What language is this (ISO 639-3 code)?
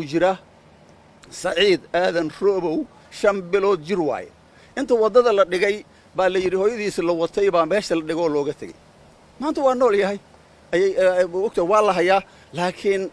som